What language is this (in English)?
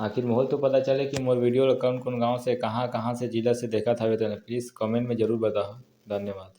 Chhattisgarhi